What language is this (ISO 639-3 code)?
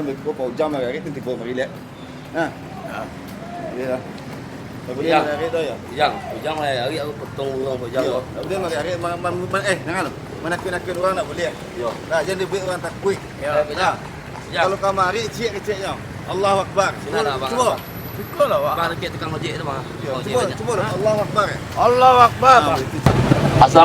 min